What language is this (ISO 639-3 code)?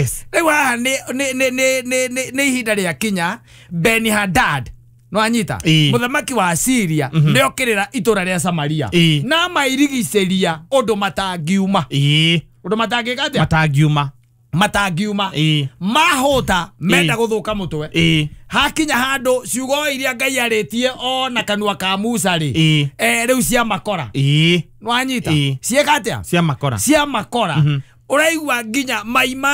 kik